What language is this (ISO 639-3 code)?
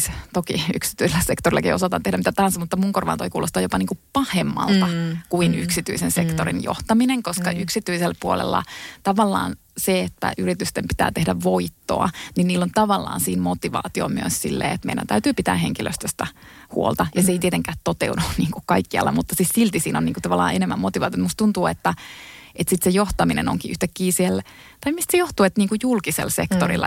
fin